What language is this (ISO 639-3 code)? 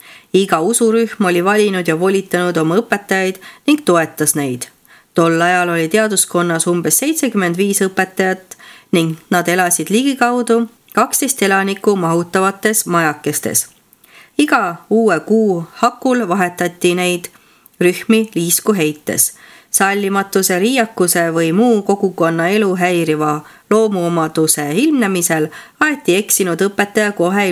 est